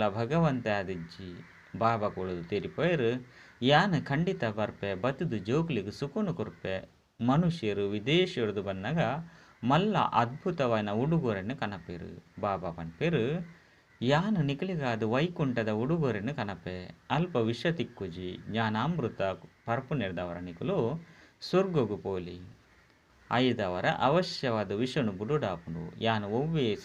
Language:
Tulu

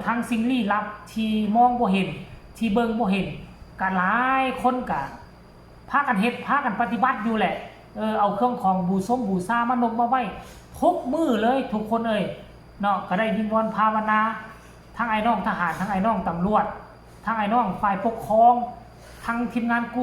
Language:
Northeastern Thai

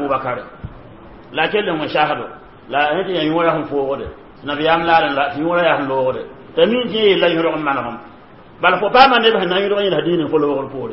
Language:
Mossi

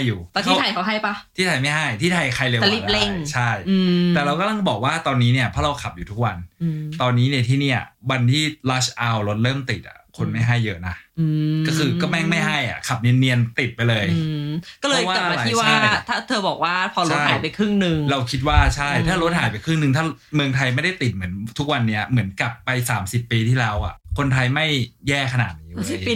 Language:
Thai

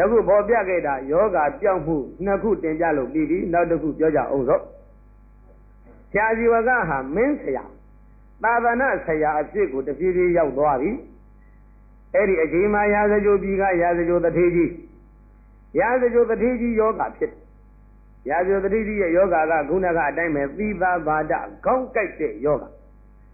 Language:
Burmese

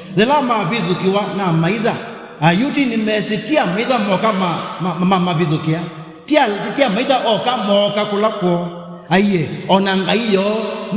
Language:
Kamba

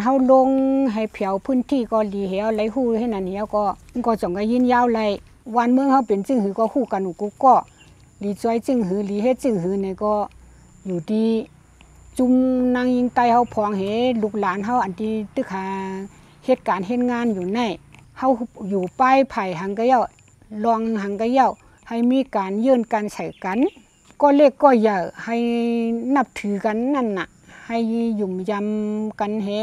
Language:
Shan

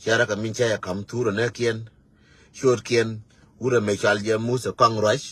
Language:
Nuer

